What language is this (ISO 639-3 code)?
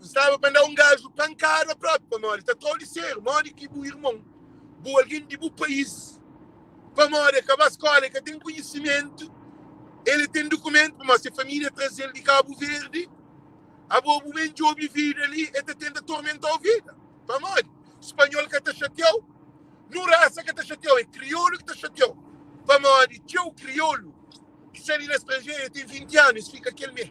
kea